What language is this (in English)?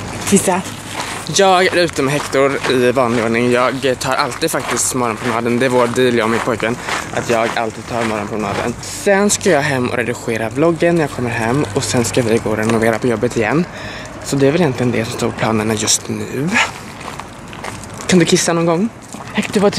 Swedish